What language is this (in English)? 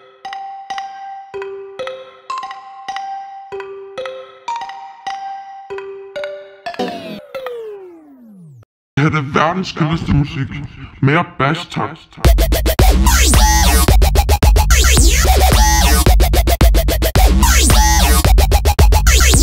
Danish